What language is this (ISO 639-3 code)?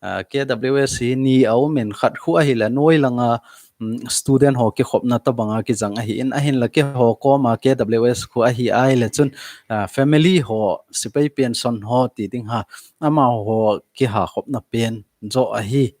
tcz